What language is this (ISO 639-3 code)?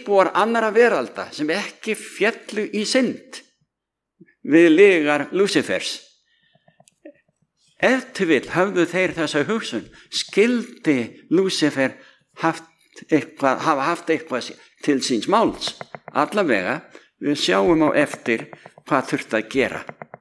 isl